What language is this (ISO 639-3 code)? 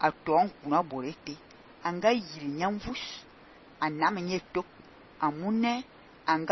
fan